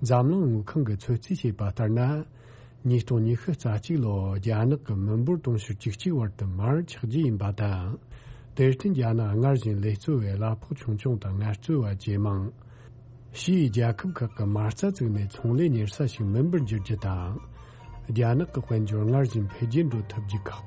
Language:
Tibetan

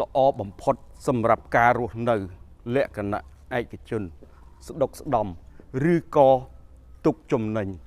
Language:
Khmer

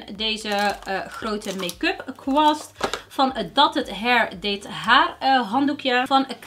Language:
Dutch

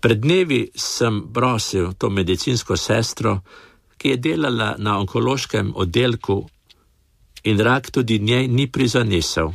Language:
Slovenian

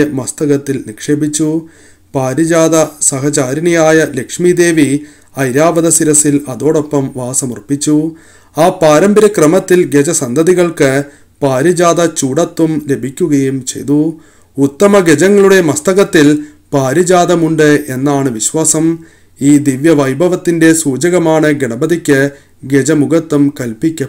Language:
Malayalam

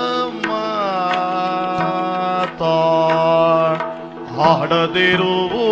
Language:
Kannada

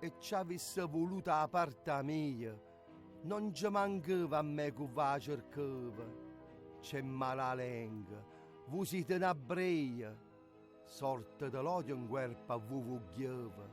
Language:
Neapolitan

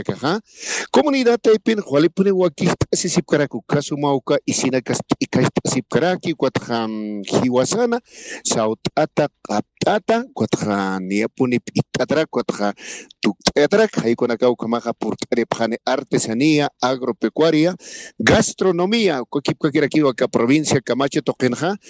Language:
Aymara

